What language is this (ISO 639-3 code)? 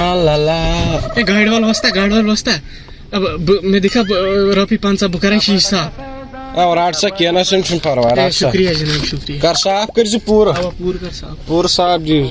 kas